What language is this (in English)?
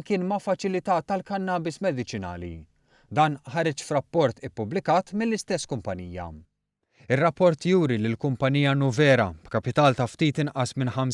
Maltese